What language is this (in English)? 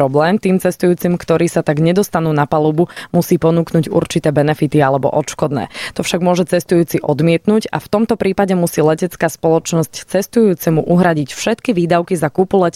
Slovak